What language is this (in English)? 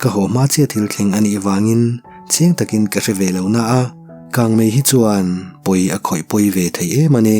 Mizo